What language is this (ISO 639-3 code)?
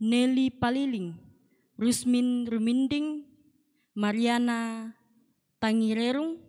sda